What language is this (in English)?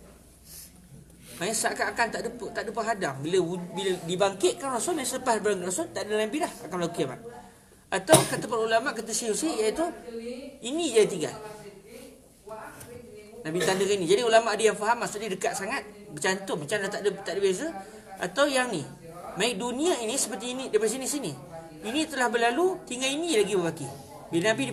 Malay